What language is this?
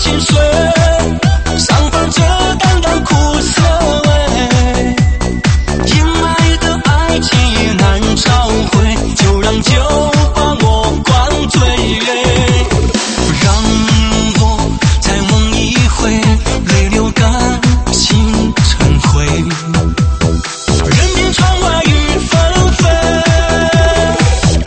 Chinese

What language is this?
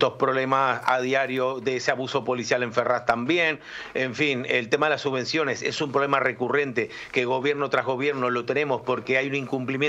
Spanish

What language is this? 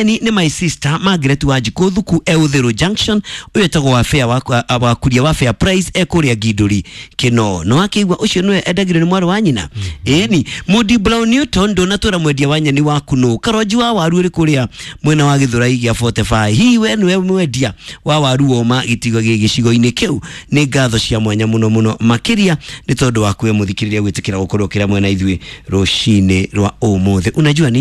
Kikuyu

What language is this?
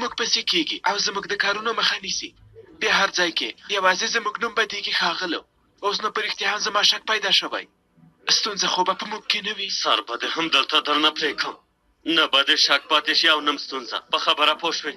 Pashto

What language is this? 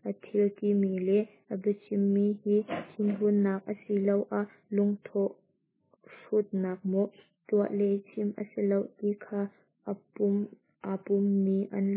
Hakha Chin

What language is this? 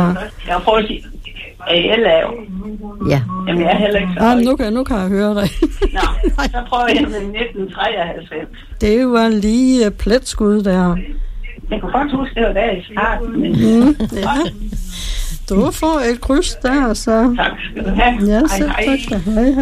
Danish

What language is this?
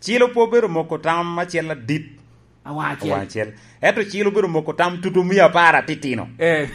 Lango (Uganda)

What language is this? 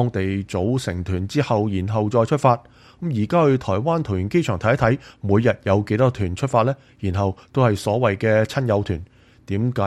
Cantonese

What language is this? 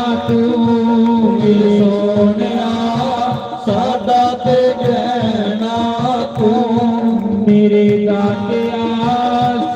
Dogri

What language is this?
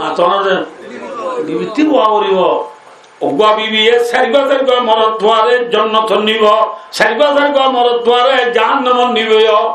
Rohingya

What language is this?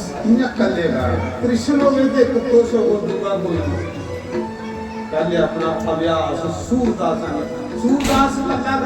Dogri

